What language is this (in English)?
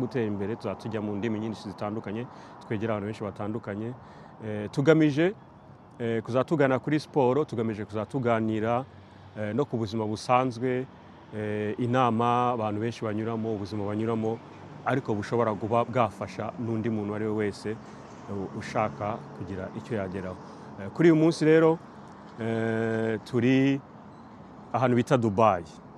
Kinyarwanda